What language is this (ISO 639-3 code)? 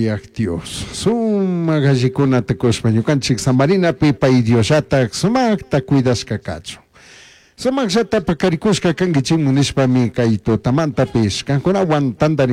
qug